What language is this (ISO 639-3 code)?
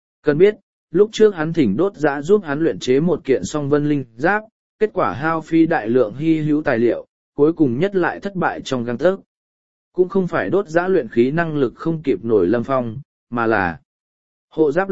vie